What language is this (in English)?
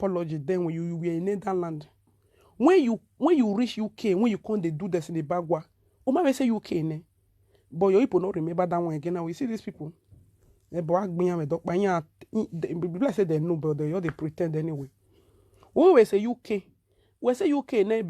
Nigerian Pidgin